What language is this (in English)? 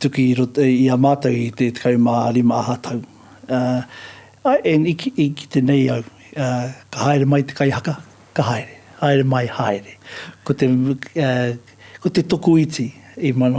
Māori